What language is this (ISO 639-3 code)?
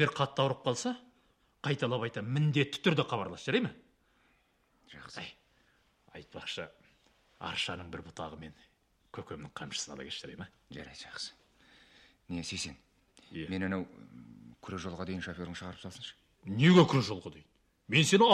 kaz